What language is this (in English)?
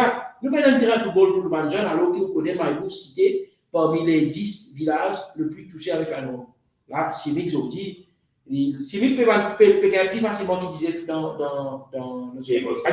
Morisyen